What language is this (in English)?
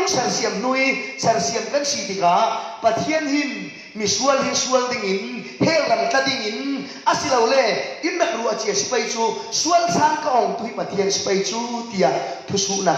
Falam Chin